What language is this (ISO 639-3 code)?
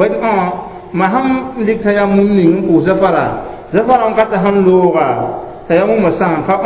mos